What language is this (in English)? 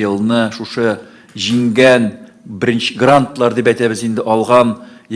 Tatar